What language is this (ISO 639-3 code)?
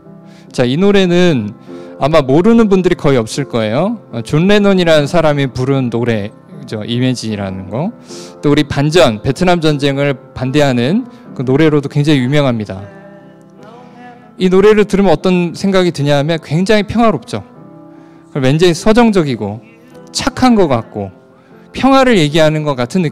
kor